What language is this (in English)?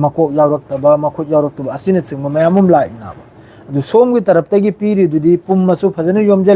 Manipuri